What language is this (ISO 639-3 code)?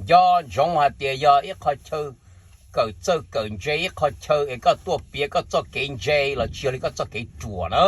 hmn